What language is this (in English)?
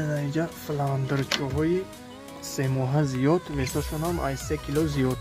Tajik